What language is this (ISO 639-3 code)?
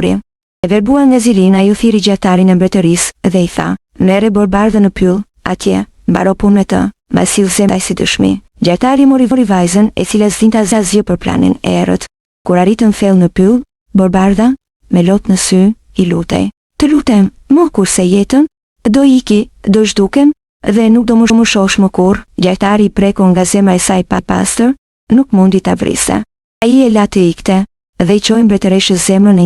sqi